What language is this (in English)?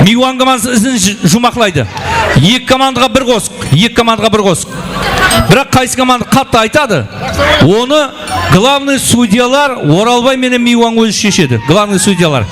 Kara-Kalpak